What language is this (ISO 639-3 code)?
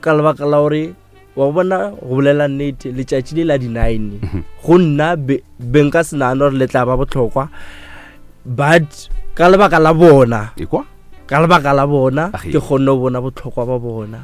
nso